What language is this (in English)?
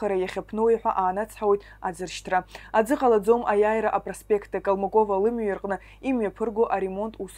Abkhazian